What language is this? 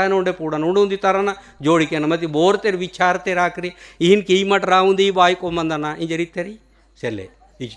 Gondi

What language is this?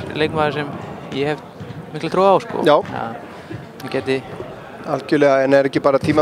Icelandic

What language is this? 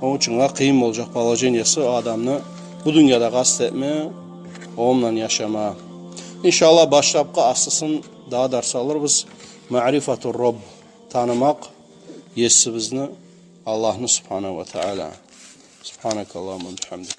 Kumyk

